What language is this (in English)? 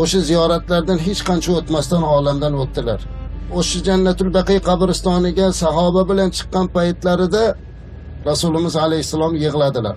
Uzbek